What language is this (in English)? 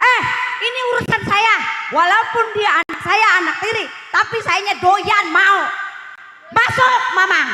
Betawi